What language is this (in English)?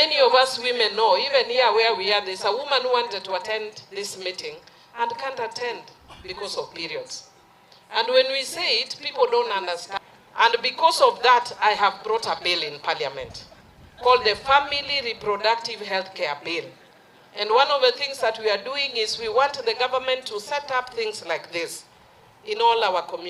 Gusii